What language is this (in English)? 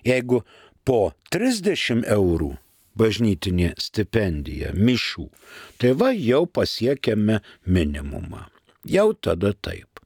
Lithuanian